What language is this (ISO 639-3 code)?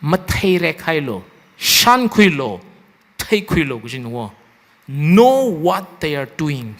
nmf